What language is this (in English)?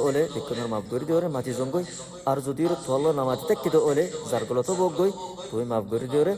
Rohingya